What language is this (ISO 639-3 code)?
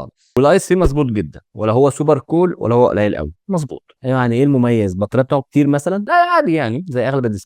arz